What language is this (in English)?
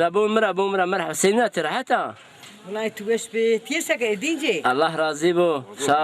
Zaza